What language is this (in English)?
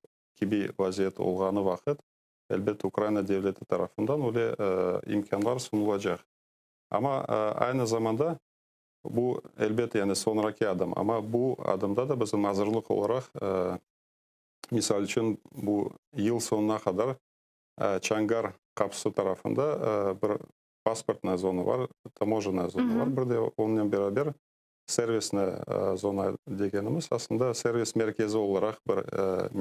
Crimean Tatar